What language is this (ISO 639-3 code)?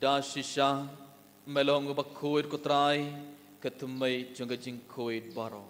kha